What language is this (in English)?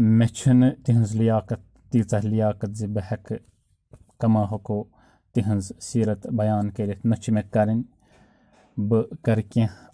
Kashmiri